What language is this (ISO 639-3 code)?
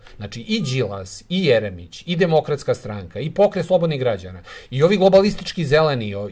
srp